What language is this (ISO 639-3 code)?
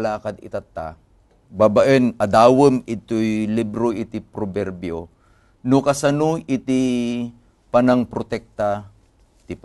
ilo